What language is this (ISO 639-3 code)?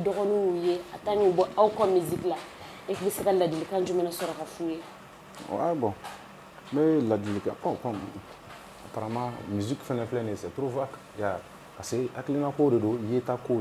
bam